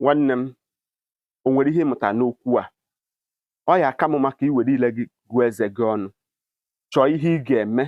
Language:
Igbo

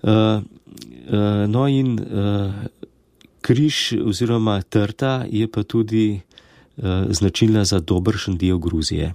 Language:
Slovenian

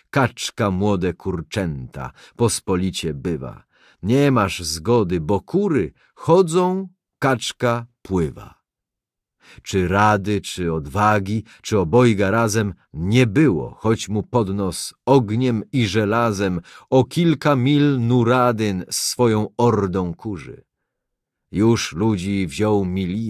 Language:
Polish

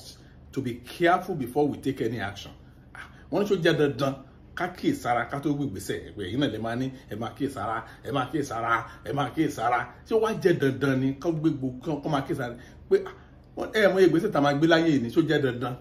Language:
Yoruba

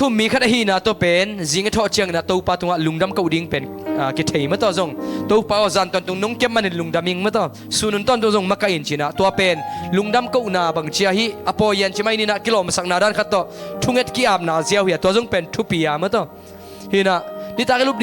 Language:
Tedim Chin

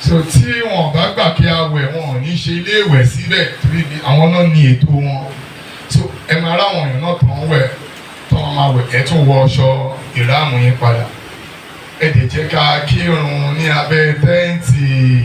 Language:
Yoruba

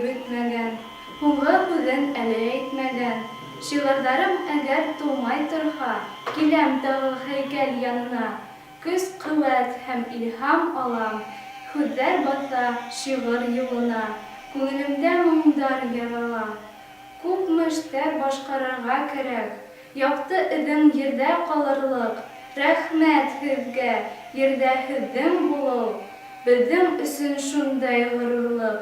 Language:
Bashkir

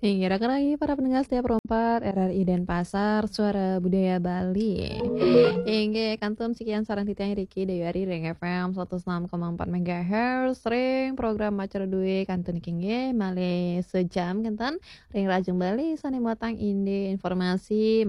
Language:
Balinese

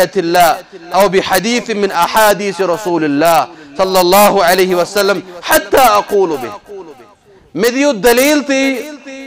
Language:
Kashmiri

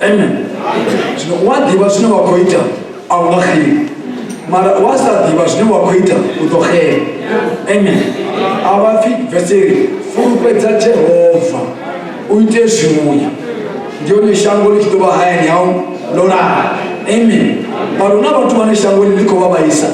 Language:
Venda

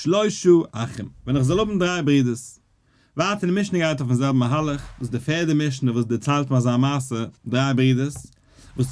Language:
Yiddish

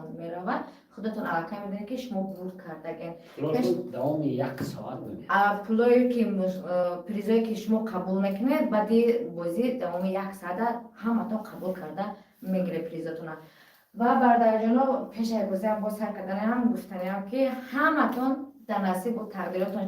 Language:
Tajik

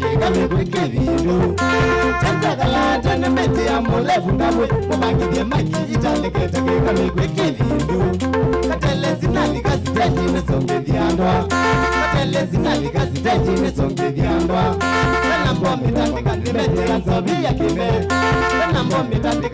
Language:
Kamba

